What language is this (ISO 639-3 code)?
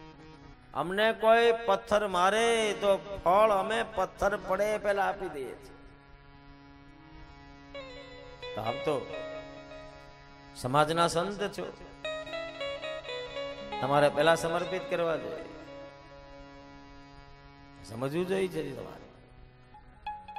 guj